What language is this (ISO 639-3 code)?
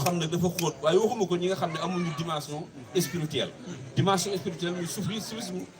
wol